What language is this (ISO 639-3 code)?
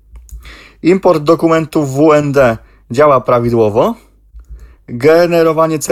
pol